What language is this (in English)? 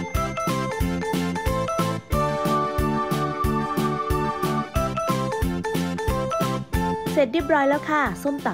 Thai